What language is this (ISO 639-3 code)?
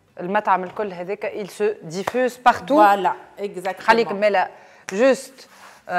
aeb